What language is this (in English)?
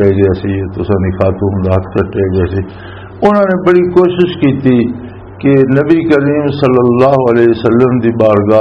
Western Panjabi